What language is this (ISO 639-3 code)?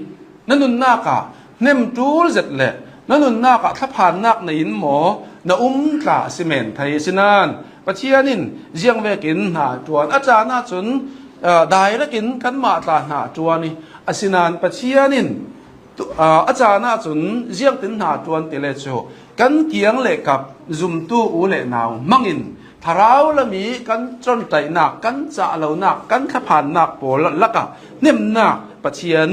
cnh